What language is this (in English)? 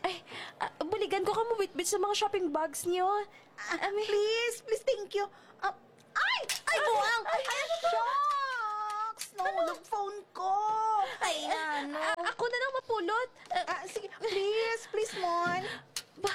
Hiligaynon